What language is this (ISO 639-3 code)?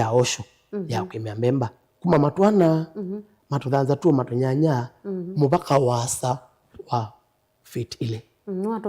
kam